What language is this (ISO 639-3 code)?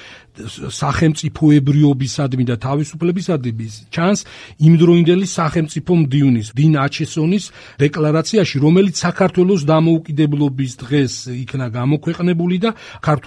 kat